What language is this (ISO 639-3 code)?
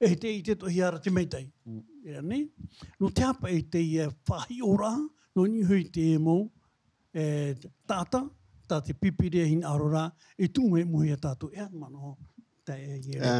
tah